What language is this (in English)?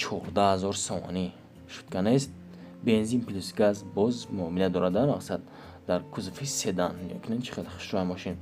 Tajik